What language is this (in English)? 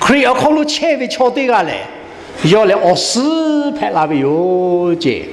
Lahu